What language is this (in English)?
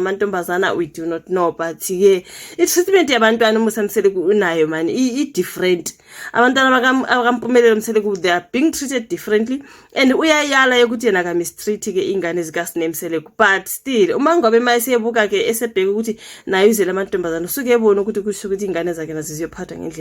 Zulu